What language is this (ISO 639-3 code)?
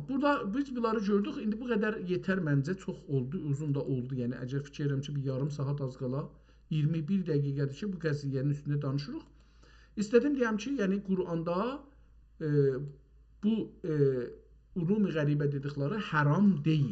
azb